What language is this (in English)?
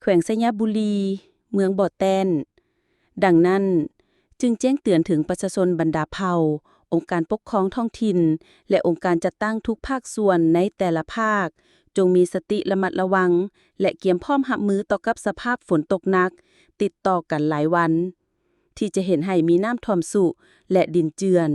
Lao